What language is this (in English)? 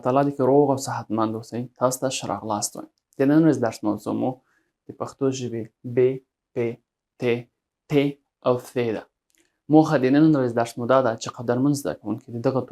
Pashto